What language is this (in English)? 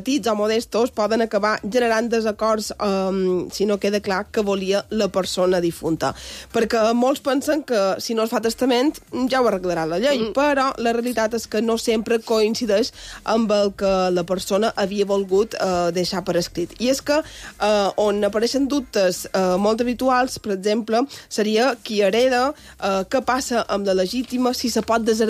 Catalan